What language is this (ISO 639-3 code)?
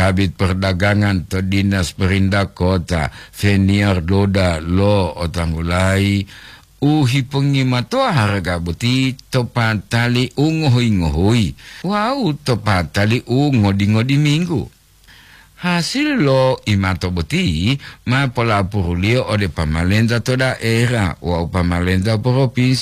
gor